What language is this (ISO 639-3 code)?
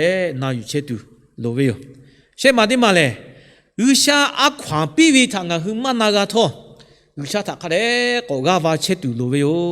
lhu